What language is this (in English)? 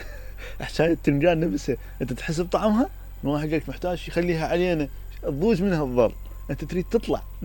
Mesopotamian Arabic